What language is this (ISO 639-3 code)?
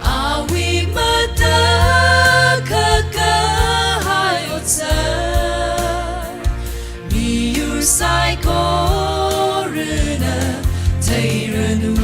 nmf